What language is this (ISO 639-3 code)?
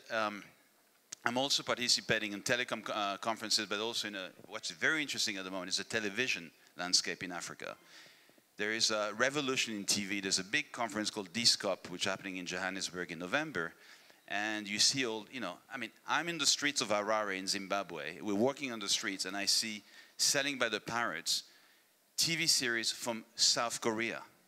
eng